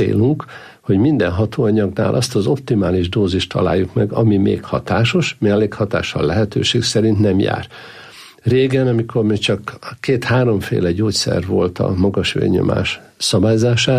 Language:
Hungarian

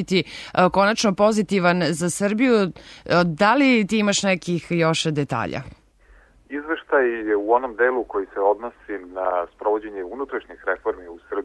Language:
Serbian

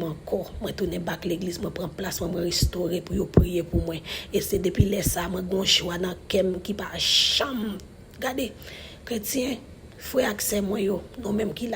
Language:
Haitian Creole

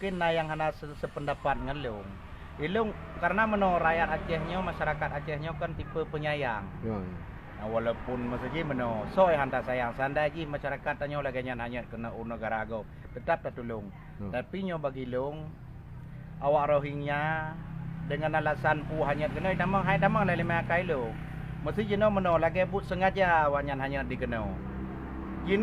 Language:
Achinese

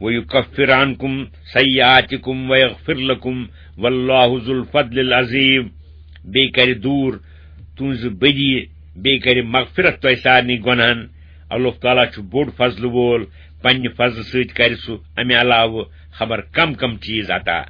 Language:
Kashmiri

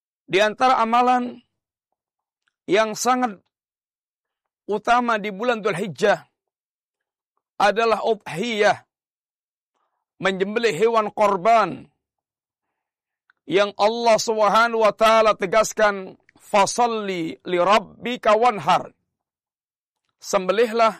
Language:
Indonesian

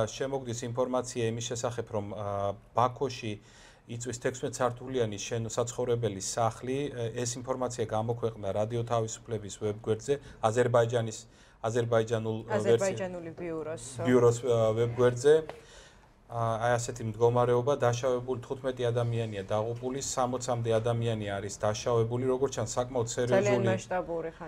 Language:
Georgian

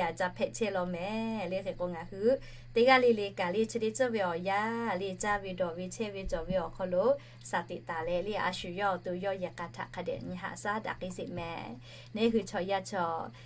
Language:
Lahu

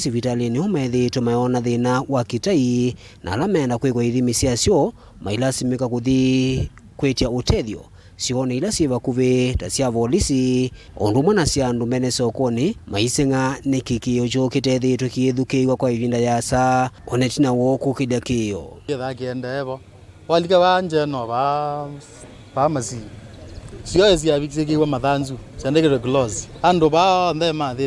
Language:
Kamba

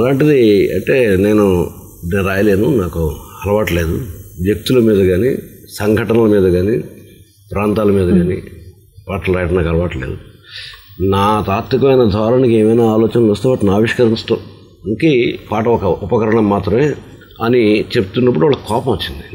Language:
Telugu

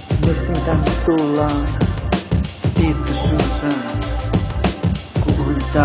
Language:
Finnish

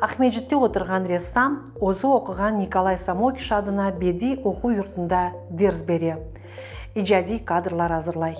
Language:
Crimean Tatar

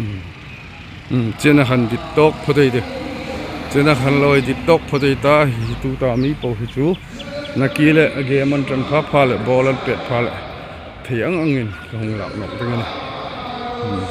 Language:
Hmar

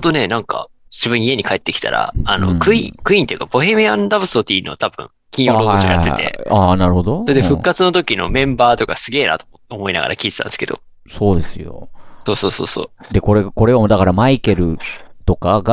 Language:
Japanese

